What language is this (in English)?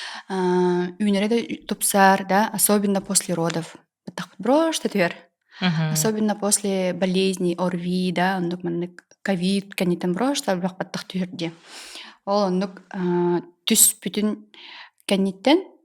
Yakut